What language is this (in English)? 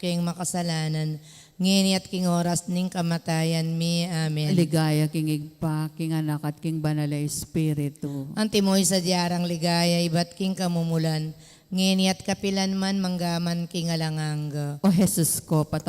Pampanga